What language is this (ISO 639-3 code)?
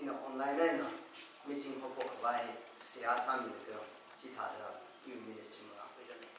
nmf